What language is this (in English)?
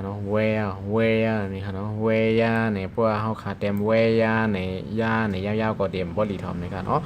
Shan